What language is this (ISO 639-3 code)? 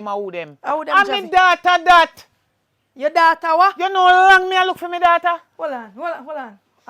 jam